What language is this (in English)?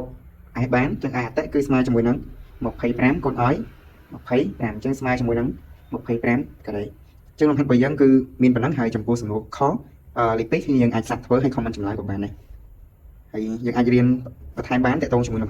Khmer